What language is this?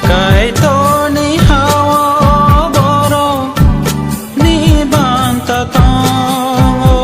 Kok Borok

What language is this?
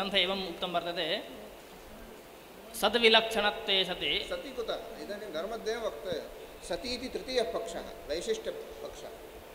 Sanskrit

